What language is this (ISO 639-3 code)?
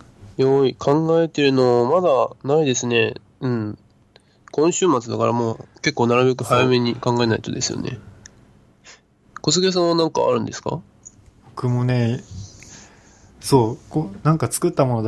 jpn